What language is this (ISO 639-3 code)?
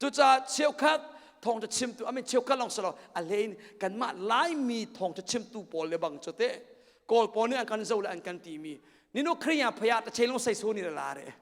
cnh